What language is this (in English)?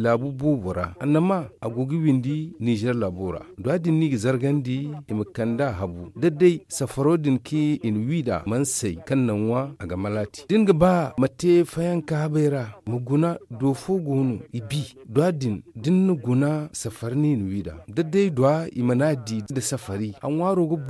Zarma